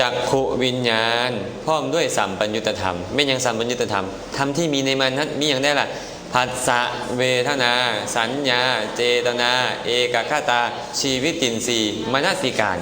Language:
Lao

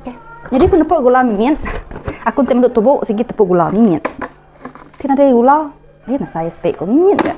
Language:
Iban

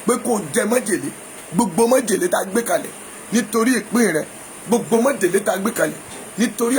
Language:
Yoruba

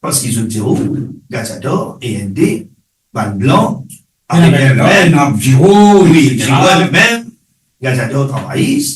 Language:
Morisyen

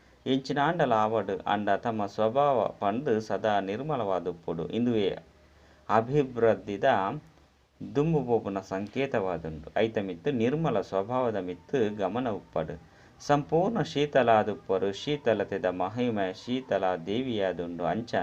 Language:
Tulu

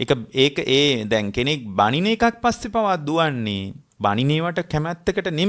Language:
Sinhala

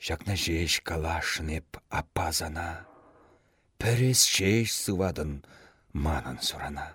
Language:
Chuvash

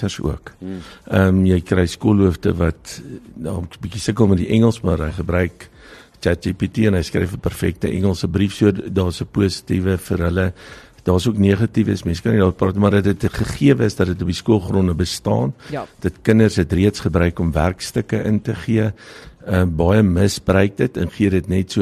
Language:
Afrikaans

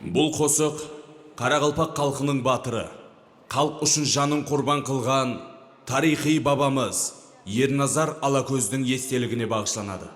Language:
Kara-Kalpak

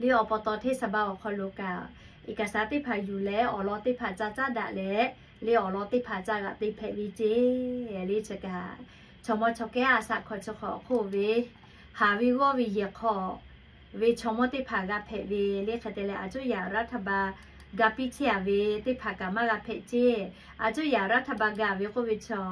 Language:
Lahu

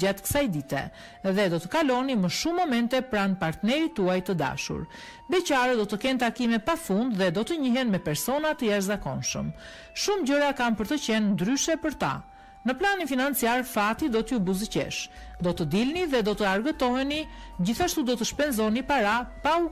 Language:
Albanian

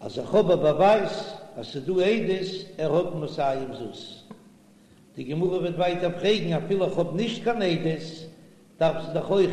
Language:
Yiddish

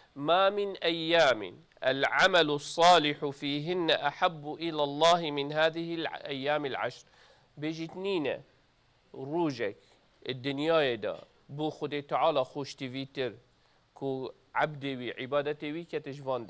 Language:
Kurdish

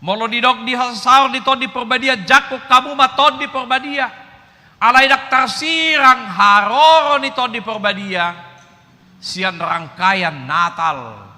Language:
Batak Toba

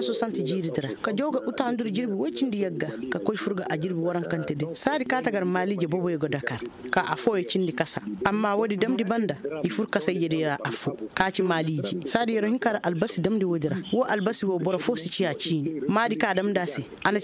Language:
Koyraboro Senni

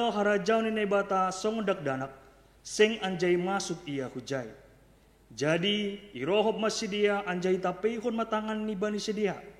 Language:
Batak Simalungun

